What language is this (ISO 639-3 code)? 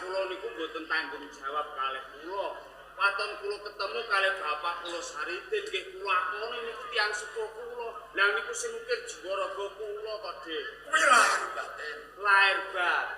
jav